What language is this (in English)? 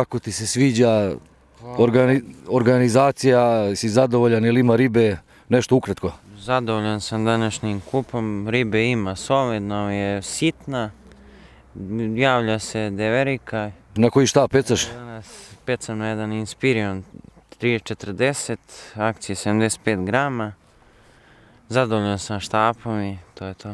Serbian